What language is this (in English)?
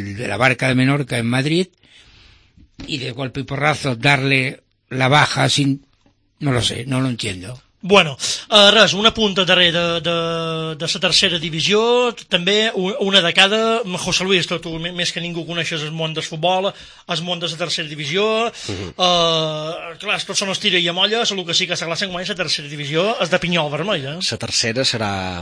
Catalan